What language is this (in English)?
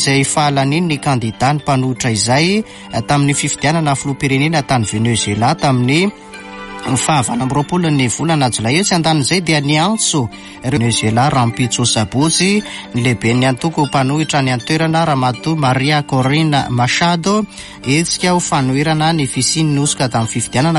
Malagasy